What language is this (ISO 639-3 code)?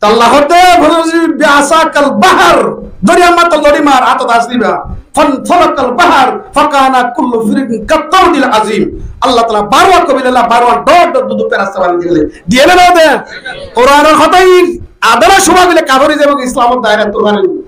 rhg